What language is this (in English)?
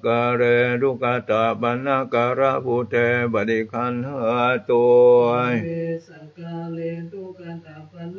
Pali